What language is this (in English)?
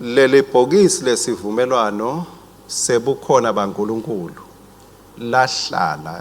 Swati